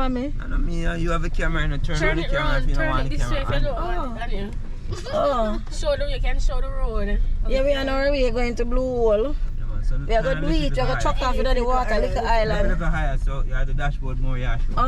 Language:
Jamaican Creole English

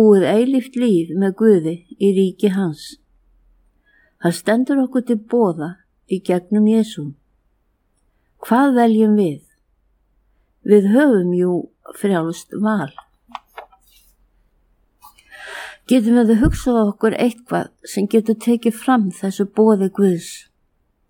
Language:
Icelandic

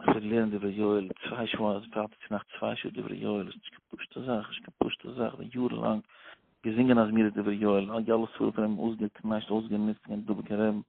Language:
Yiddish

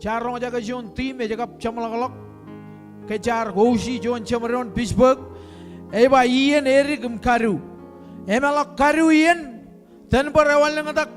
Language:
Marshallese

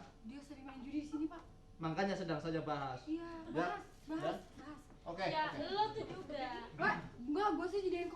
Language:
Betawi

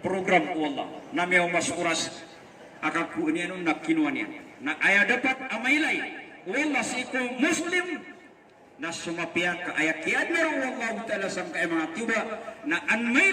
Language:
Maranao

